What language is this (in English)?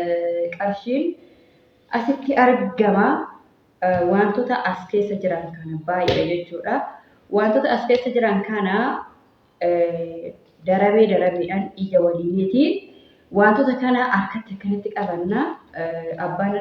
Oromo